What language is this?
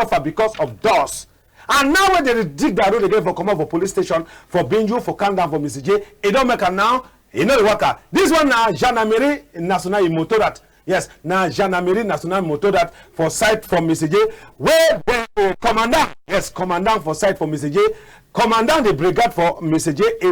Cameroon Pidgin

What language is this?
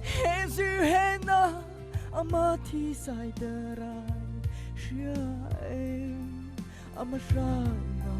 Mara Chin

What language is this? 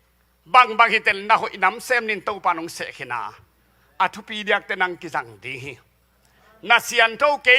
Tedim Chin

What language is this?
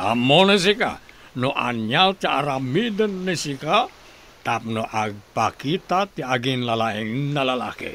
Iloko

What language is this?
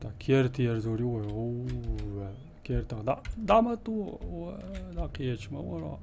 Chechen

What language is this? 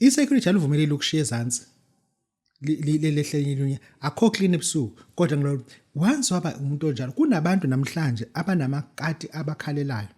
Zulu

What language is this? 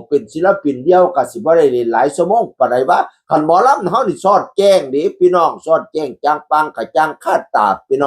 Northeastern Thai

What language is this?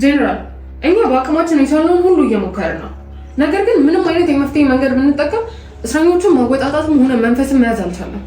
Amharic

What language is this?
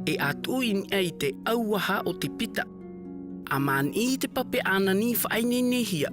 Tahitian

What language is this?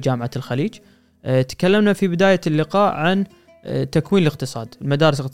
Gulf Arabic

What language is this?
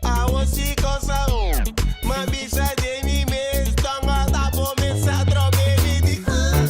Papiamento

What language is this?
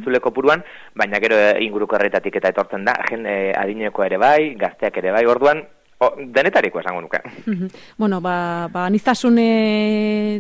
Basque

